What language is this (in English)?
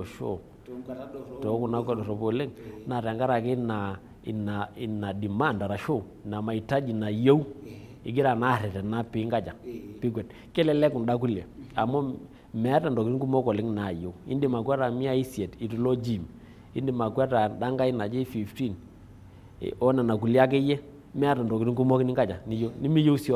Masai